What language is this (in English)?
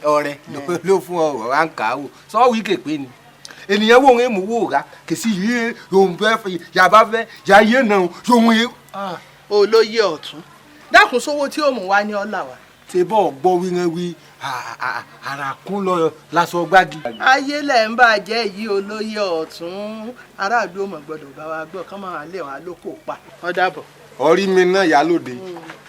Yoruba